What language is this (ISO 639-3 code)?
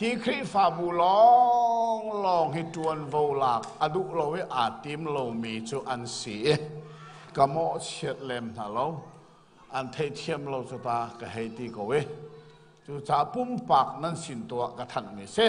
cnh